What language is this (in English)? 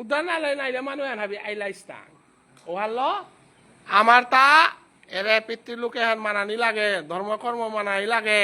Bishnupriya